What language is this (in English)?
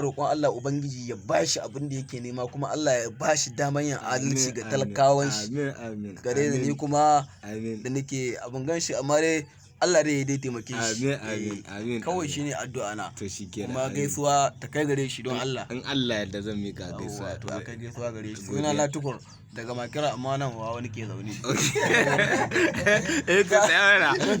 Hausa